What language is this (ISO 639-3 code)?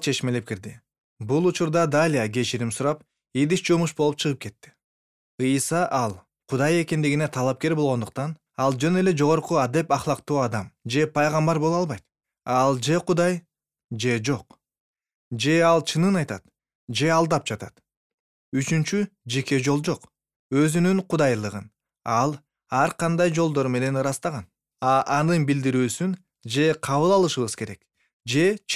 kir